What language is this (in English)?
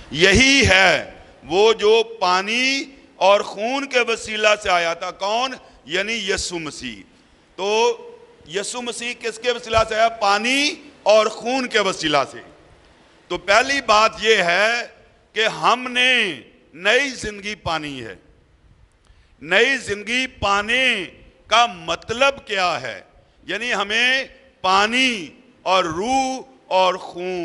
Urdu